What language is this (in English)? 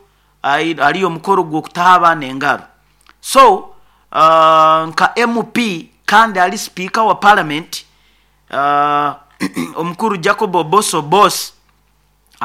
Nyoro